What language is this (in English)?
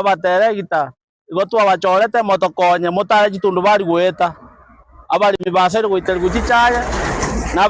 Gusii